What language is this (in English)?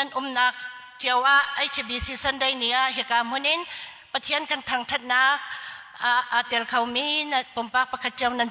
Hakha Chin